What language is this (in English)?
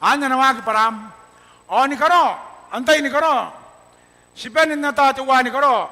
Gilbertese